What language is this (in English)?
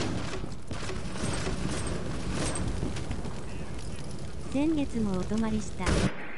Japanese